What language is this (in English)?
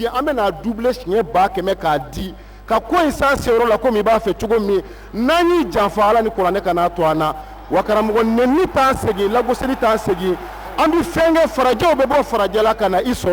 Bambara